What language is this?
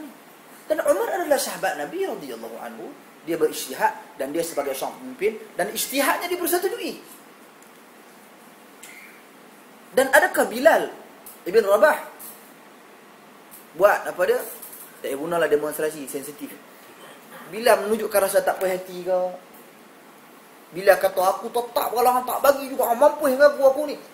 Malay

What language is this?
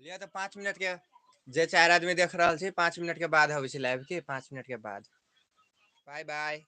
Maithili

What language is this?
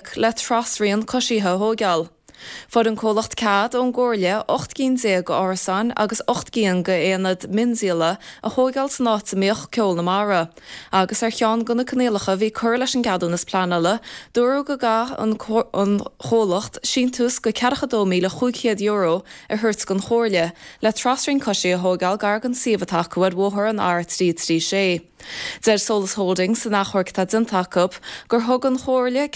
Irish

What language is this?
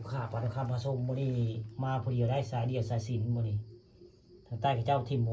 Northeastern Thai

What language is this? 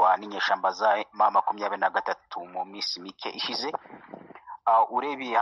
Kinyarwanda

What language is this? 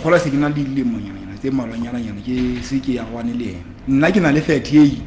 Southern Sotho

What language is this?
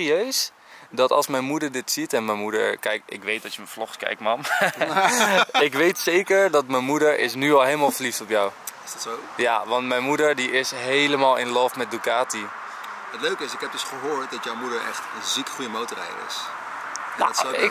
Dutch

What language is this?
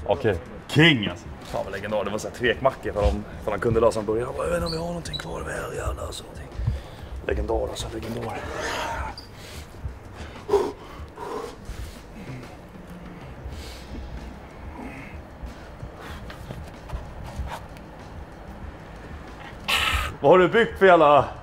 Swedish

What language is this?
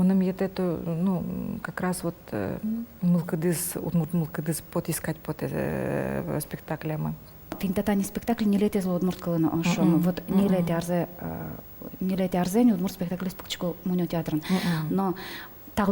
Udmurt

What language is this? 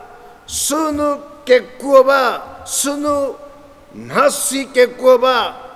Angami Naga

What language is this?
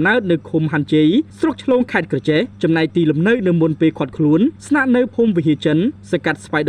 Khmer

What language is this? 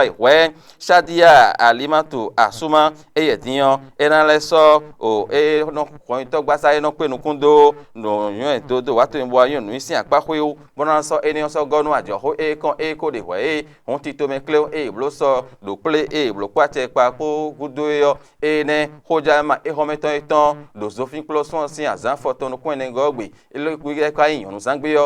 Fon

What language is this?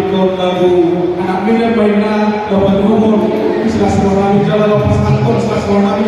Batak Toba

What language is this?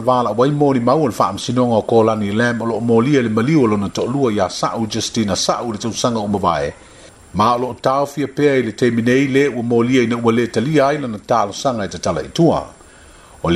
Samoan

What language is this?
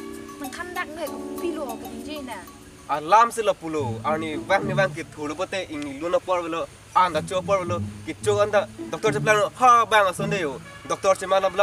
Karbi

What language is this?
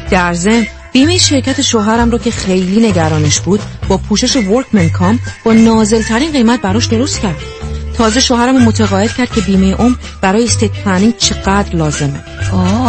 Persian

